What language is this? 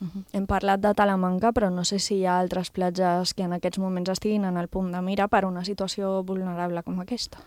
Catalan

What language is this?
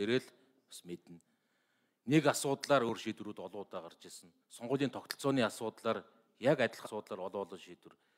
Mongolian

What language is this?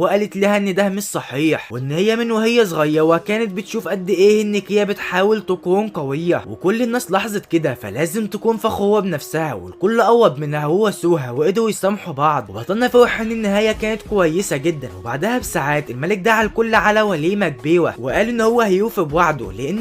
Egyptian Arabic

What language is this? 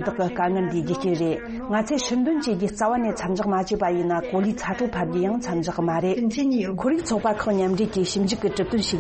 Tibetan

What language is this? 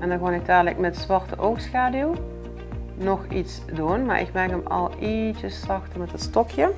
Limburgish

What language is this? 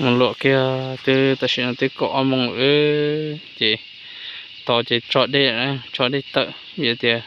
Hmong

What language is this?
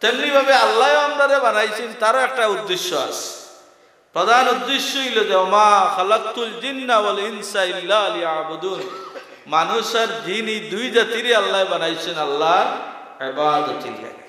Sylheti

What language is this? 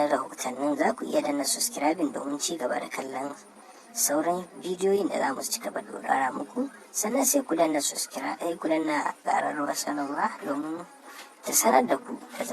Hausa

